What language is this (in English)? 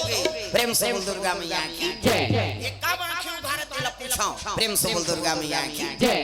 Chhattisgarhi